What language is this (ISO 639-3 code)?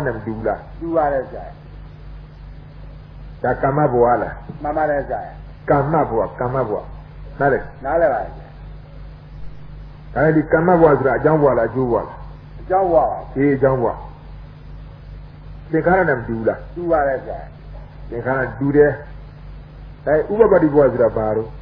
mya